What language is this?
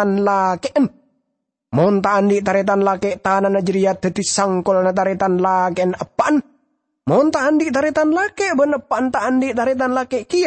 Madurese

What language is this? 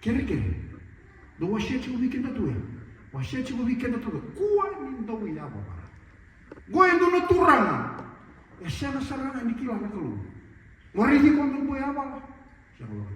Fijian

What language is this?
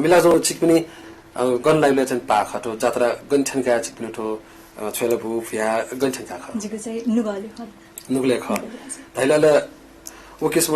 Newari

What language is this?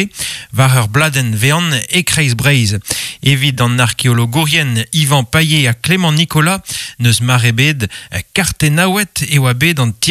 Breton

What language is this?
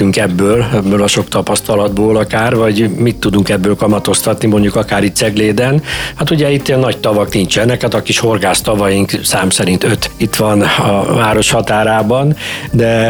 Hungarian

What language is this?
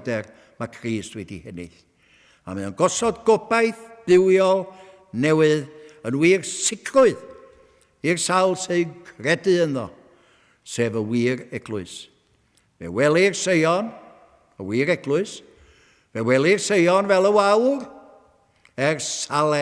Welsh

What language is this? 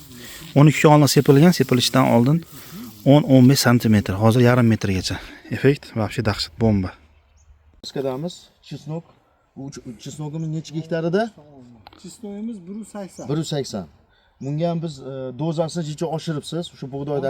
Uzbek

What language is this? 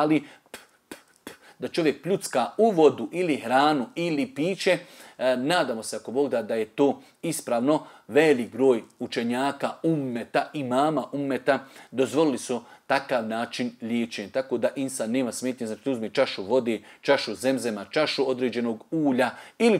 Bosnian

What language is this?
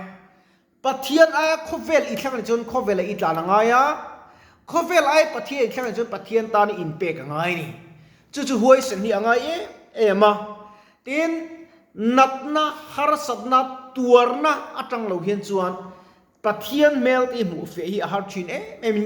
Mizo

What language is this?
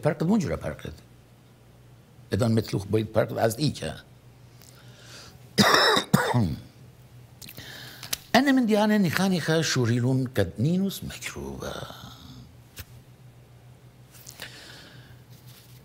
Assyrian Neo-Aramaic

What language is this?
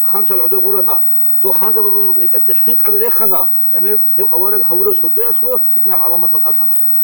Avaric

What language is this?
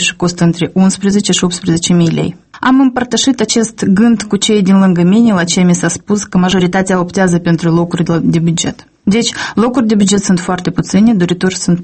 Romanian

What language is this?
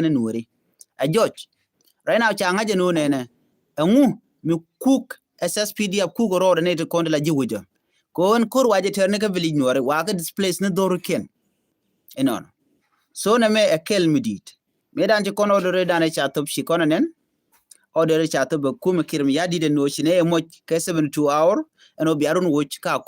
Nuer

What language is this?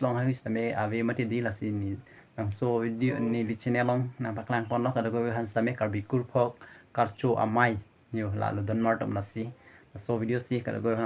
Karbi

